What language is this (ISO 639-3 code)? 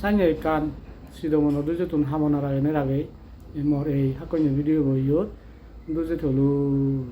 ccp